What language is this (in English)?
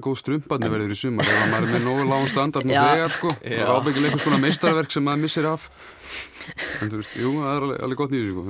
Icelandic